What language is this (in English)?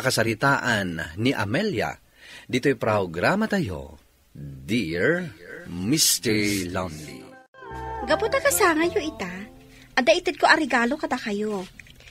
Iloko